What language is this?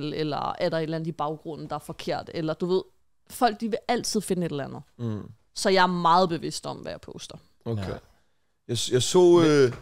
Danish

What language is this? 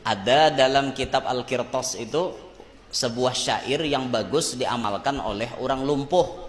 Banjar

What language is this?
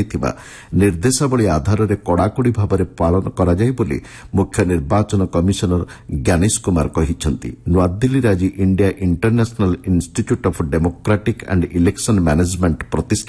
Odia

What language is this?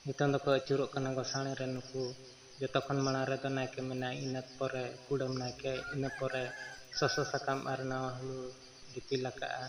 Santali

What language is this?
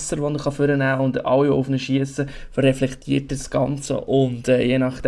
Swiss German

